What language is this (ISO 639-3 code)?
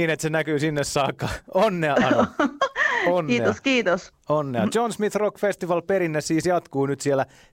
fin